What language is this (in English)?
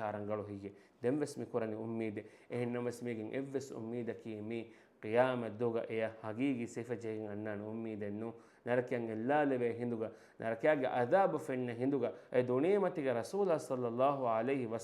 Divehi